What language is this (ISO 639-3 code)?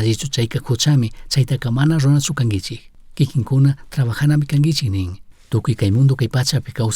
qug